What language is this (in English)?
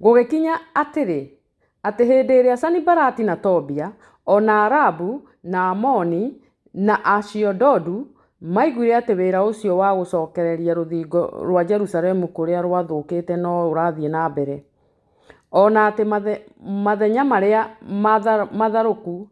Kikuyu